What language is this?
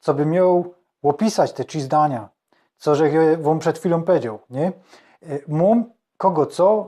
Silesian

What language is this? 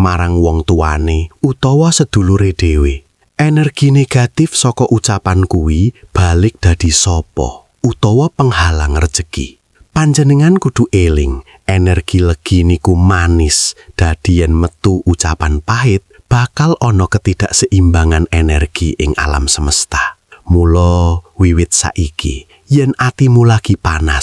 Javanese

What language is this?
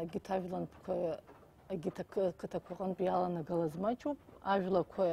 Abkhazian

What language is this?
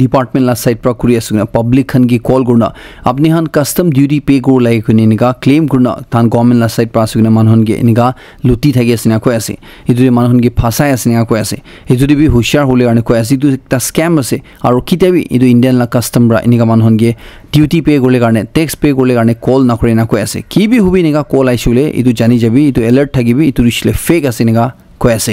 Naga Pidgin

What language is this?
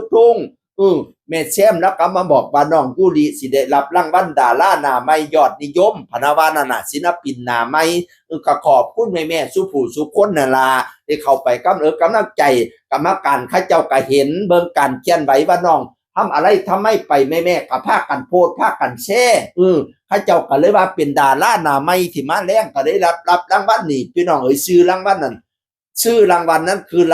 Northeastern Thai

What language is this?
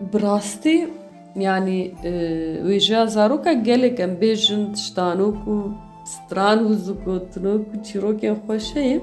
Kurdish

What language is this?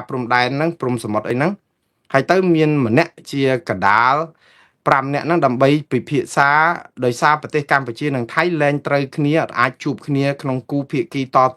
Khmer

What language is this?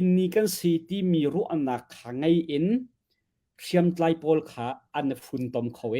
Hakha Chin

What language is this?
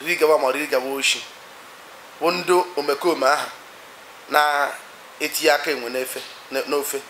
Igbo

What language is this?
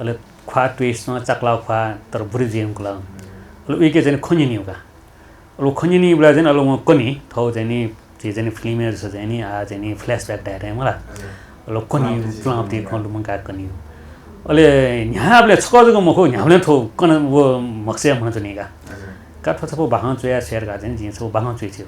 Newari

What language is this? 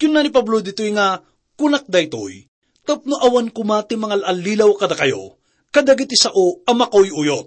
Iloko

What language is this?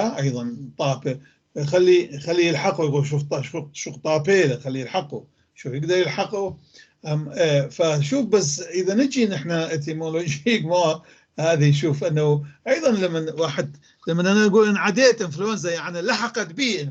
North Levantine Arabic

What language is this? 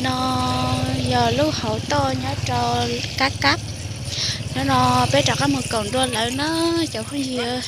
Hmong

